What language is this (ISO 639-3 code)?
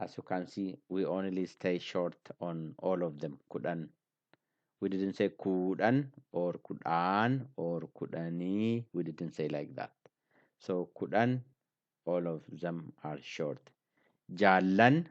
eng